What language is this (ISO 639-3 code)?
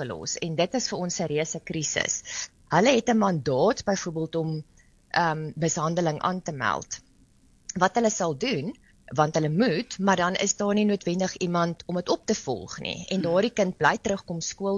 afr